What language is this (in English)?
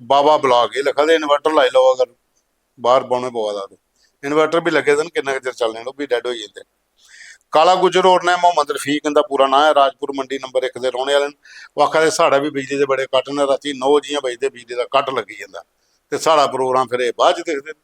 Dogri